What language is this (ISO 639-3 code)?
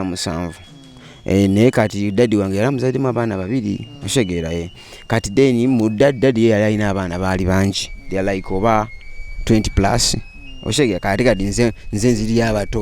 lug